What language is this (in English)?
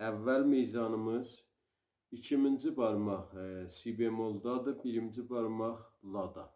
South Azerbaijani